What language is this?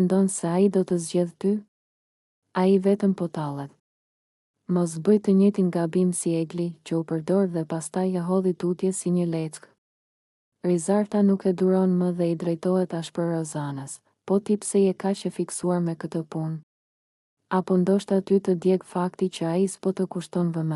Albanian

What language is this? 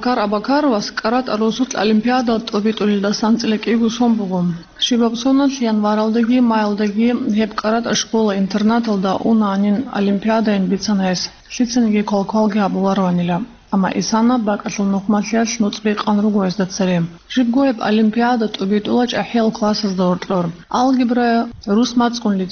Avaric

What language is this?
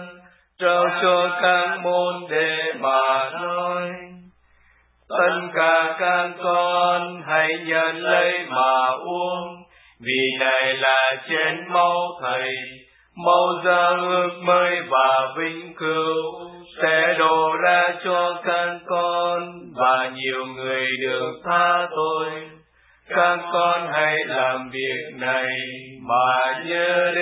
Vietnamese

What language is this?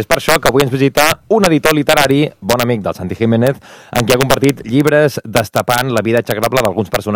Catalan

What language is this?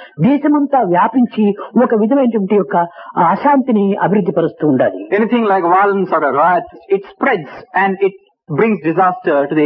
Telugu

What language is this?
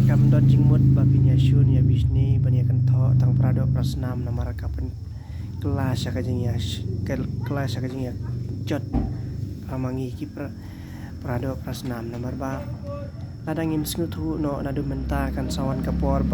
Khasi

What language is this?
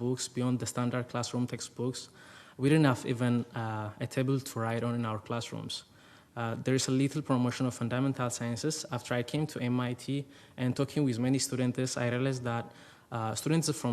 English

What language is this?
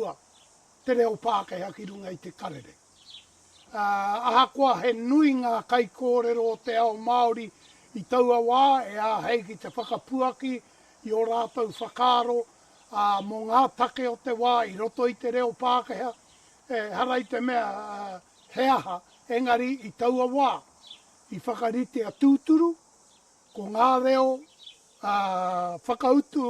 Māori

